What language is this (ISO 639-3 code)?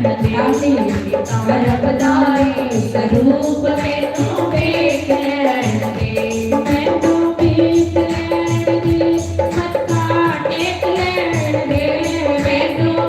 doi